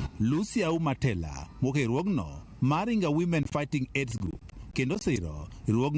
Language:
Luo (Kenya and Tanzania)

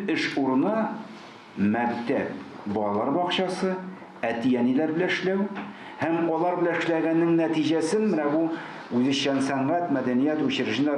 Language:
Tatar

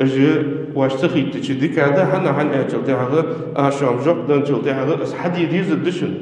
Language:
Ingush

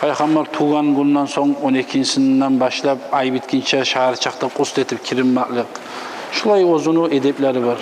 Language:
Kumyk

